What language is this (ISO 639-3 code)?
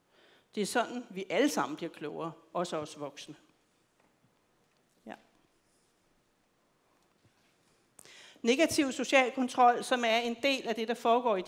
dan